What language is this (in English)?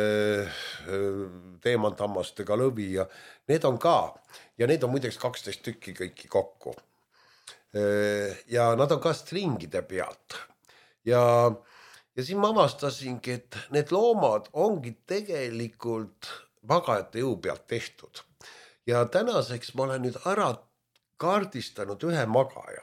Estonian